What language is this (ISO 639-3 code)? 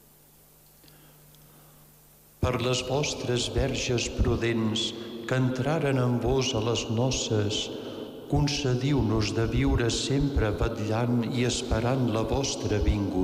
cat